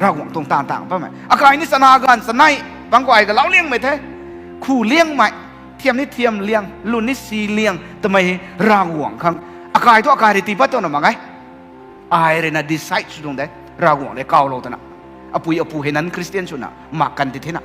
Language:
Rongmei Naga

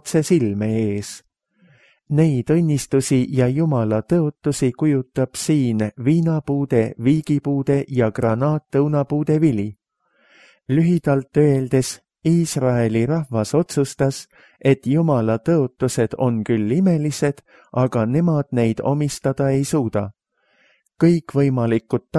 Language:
Estonian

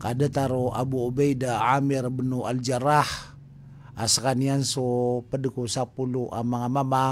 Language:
Maranao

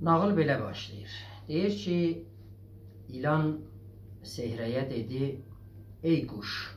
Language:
South Azerbaijani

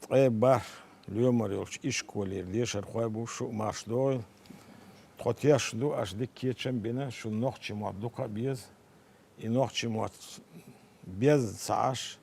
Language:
Chechen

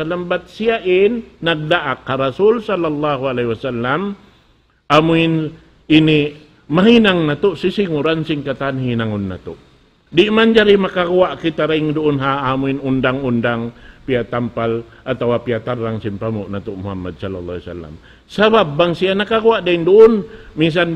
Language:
Tausug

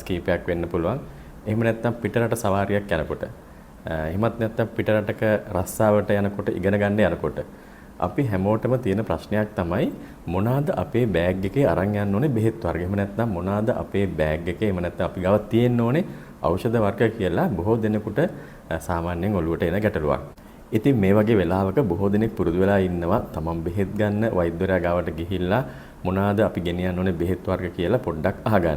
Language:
Sinhala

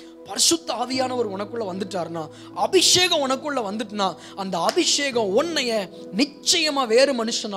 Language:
Tamil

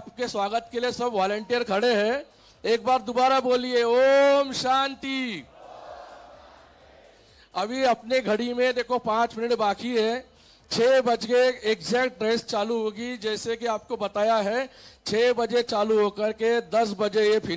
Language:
Hindi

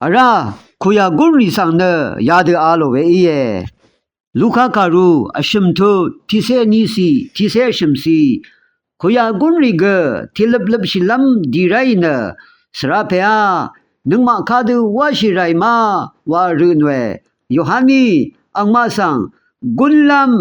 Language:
Rawang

